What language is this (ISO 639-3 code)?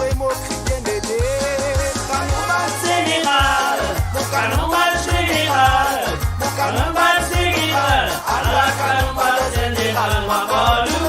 mfe